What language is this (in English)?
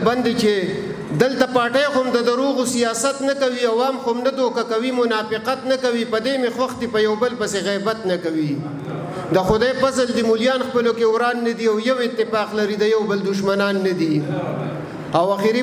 Pashto